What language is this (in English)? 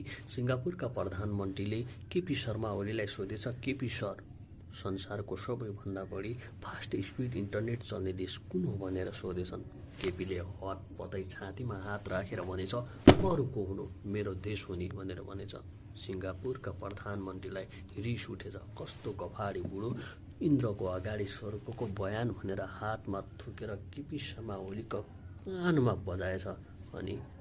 Nepali